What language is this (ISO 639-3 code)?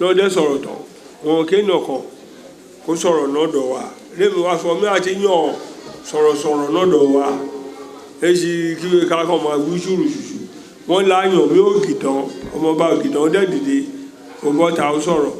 yor